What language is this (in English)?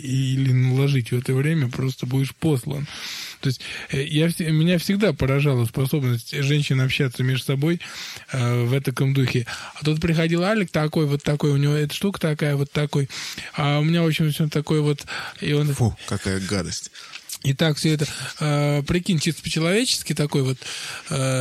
Russian